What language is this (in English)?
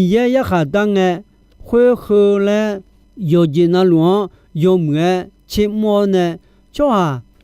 Akha